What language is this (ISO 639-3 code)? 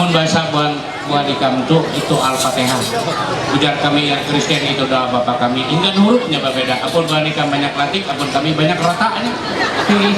mhy